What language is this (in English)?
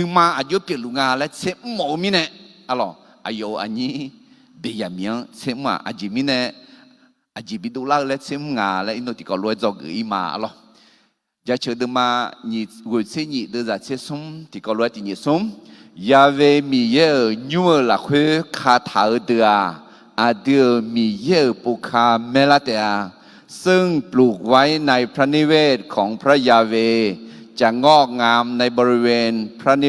Akha